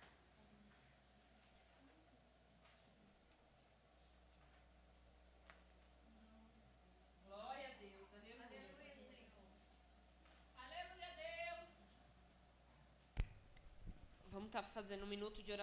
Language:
Portuguese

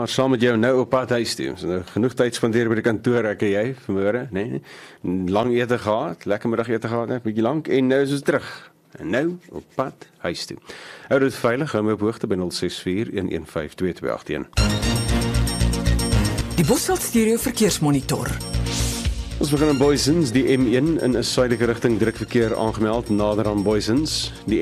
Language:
Afrikaans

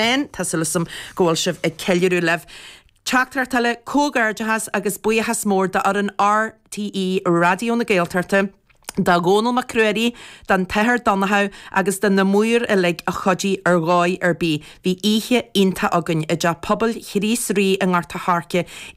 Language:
Irish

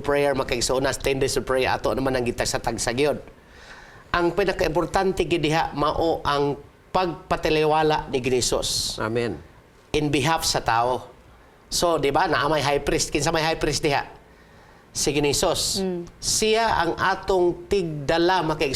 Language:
Cebuano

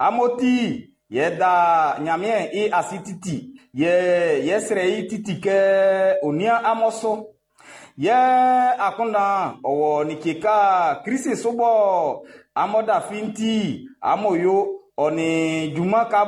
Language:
Baoulé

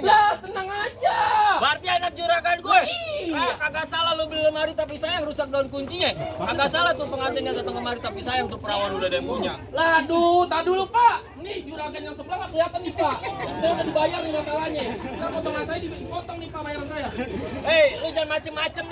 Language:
Betawi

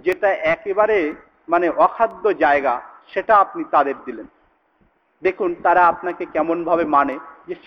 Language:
Bangla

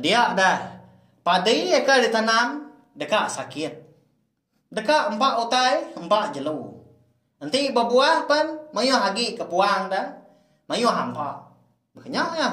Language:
Iban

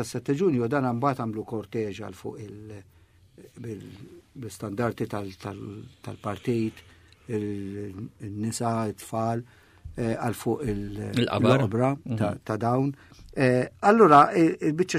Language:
Maltese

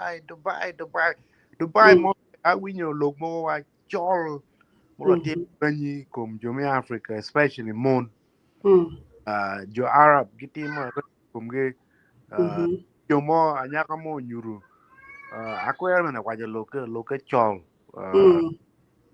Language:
Acoli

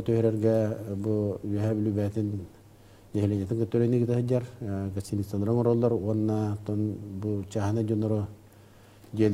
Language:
Yakut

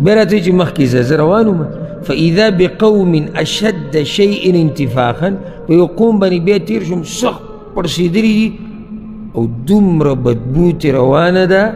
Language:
Pashto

